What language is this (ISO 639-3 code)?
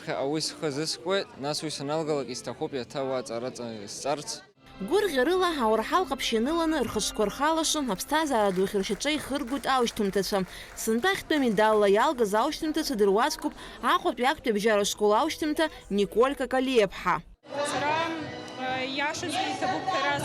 abk